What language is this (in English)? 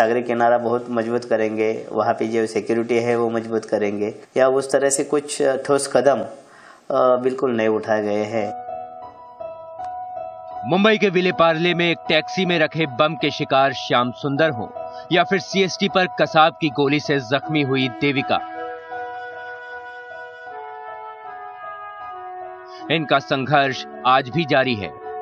Hindi